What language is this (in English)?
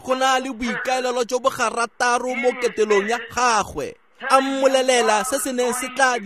Tswana